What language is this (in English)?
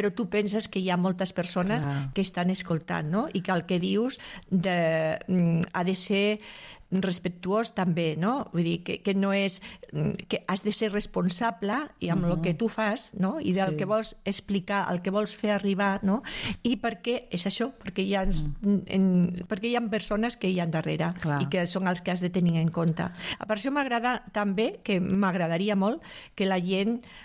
Catalan